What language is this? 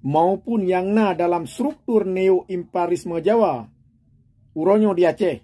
Achinese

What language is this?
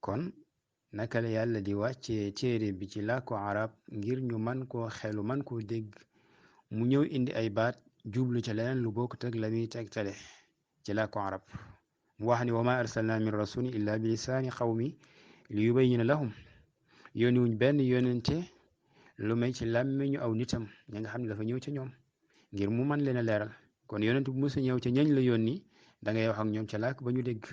Wolof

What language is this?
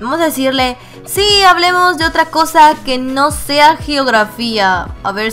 Spanish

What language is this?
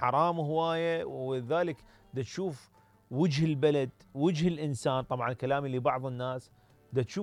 Mesopotamian Arabic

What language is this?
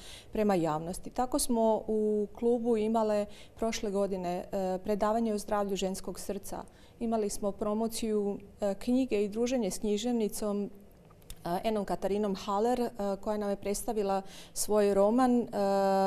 Croatian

